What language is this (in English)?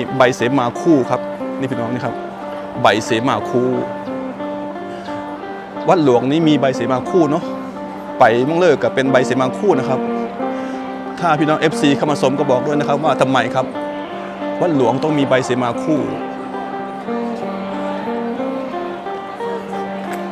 Thai